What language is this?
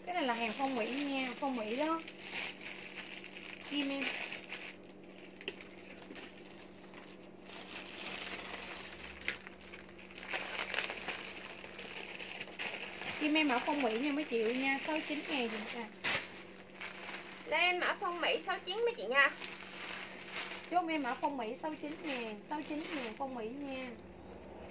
Vietnamese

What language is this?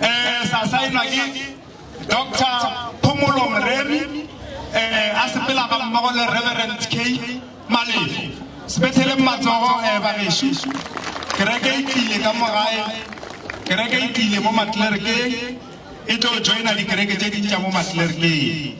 Northern Sotho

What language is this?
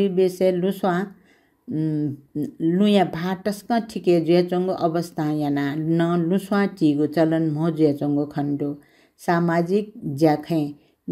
Newari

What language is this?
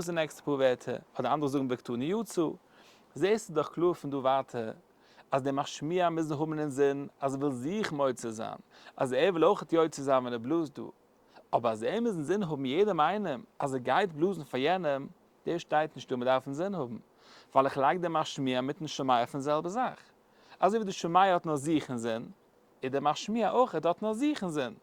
Yiddish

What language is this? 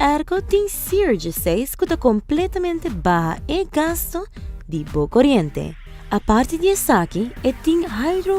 Papiamento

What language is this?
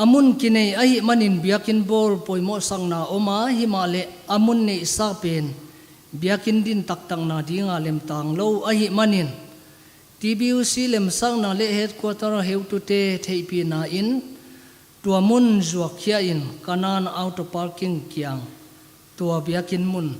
Paite Chin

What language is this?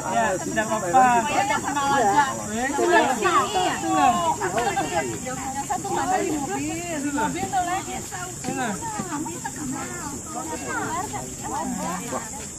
Indonesian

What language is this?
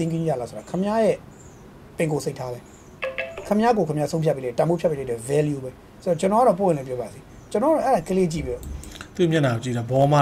Burmese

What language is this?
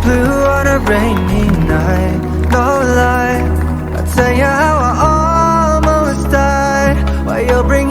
Poumei Naga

